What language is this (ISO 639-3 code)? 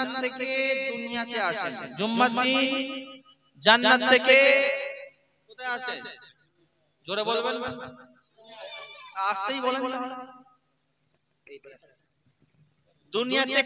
ben